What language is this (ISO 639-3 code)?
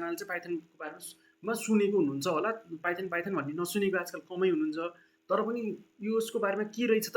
nep